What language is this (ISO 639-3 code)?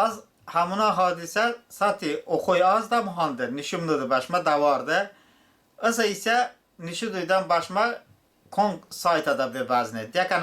tly